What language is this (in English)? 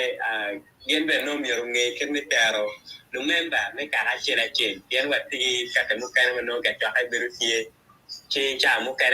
Acoli